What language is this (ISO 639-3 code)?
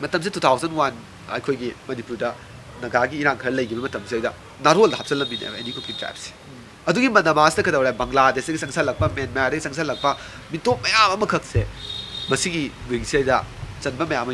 mni